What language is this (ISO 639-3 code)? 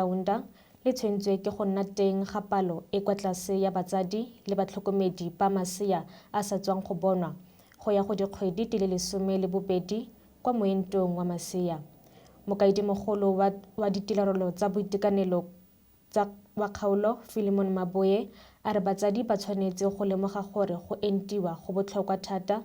tsn